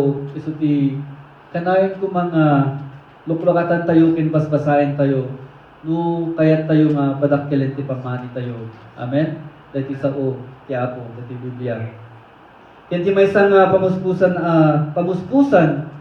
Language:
Iloko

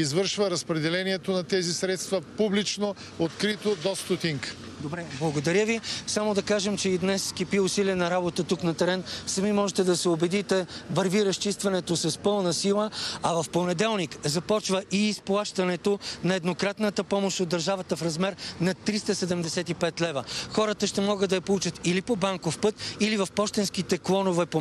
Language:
Bulgarian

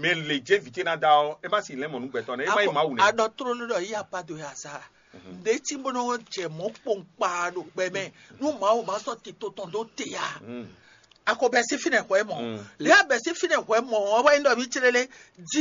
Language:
Fon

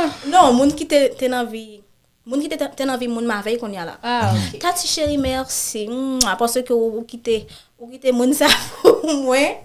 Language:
Haitian Creole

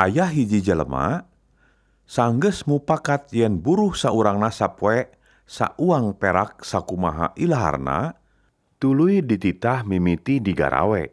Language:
Sundanese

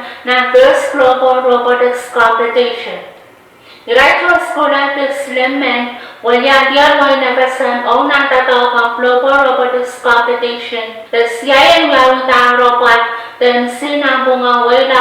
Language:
Pohnpeian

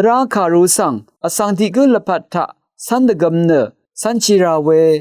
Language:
Rawang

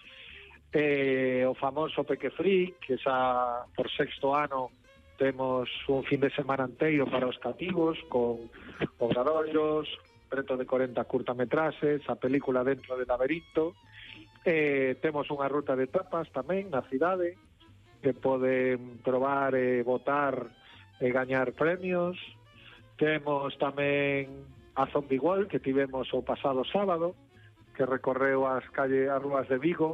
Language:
Galician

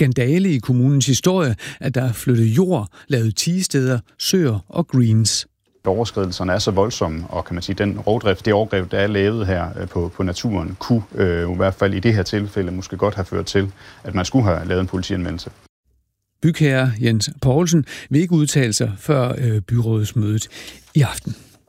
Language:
Danish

